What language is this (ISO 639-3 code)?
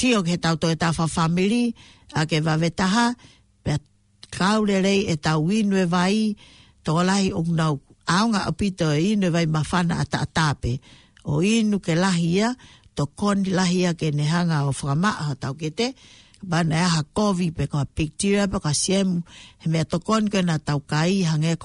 ton